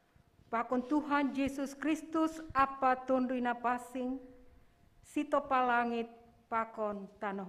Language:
Batak Simalungun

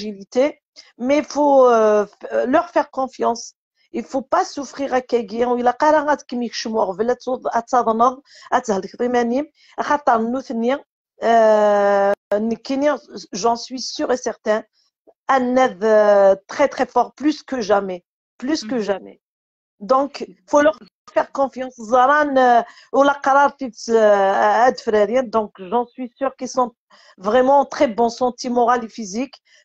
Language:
Kabyle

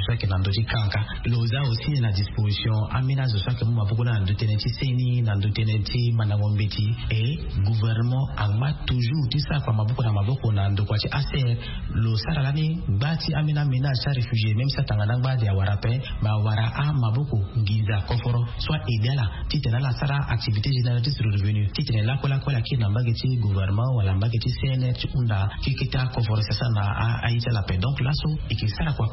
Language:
Sango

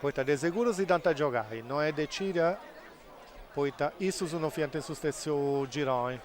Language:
Sardinian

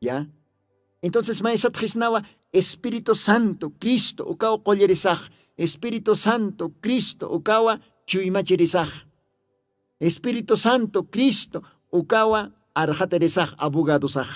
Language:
Aymara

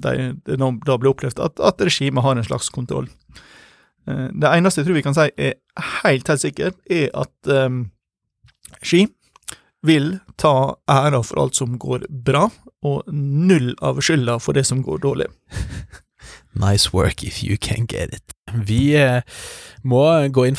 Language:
Norwegian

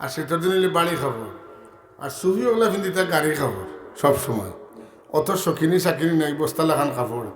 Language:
Sylheti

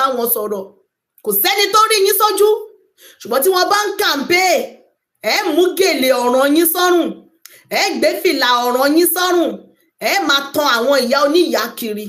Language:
Yoruba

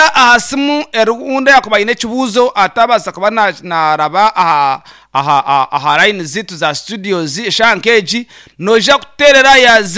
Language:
Nyankole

